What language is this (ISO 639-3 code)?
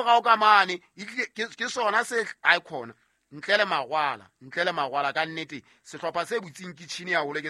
sot